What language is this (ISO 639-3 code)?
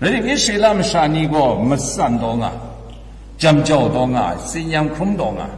kac